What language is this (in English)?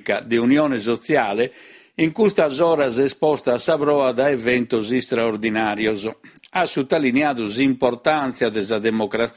Sardinian